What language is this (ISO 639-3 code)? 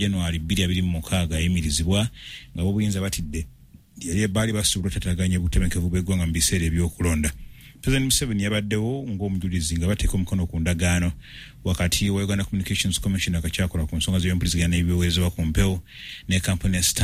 lug